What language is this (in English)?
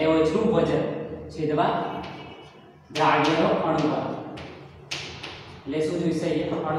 Gujarati